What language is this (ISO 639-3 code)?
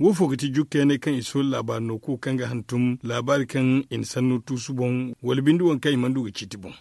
dje